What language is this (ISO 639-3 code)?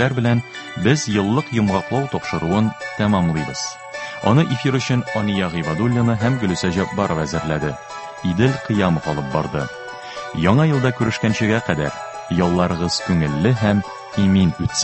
tat